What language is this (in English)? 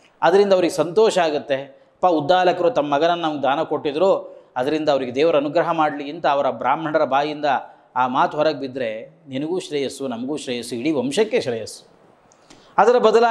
Kannada